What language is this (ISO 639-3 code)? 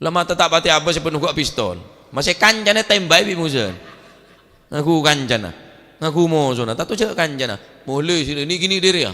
mad